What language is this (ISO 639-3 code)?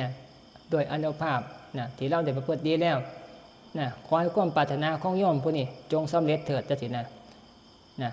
tts